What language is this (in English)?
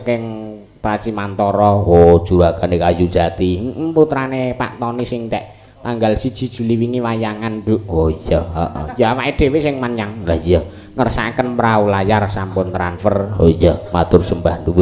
Javanese